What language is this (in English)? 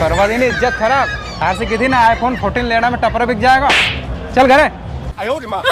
Rajasthani